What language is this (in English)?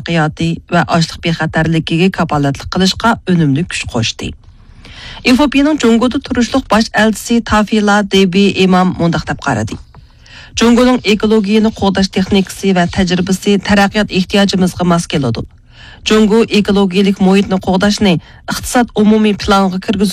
Uyghur